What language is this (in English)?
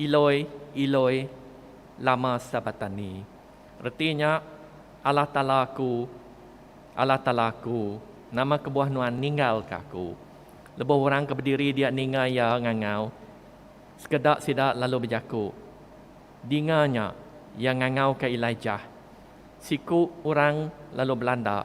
Iban